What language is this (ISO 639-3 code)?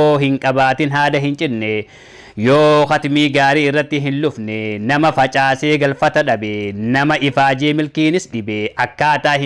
orm